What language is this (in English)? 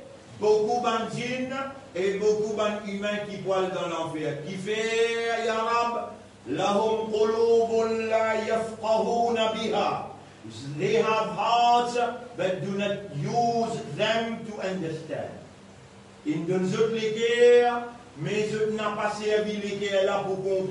Morisyen